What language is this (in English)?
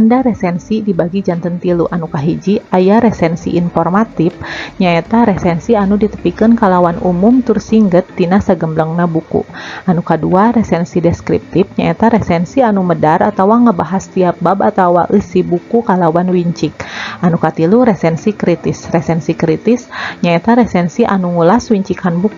Sundanese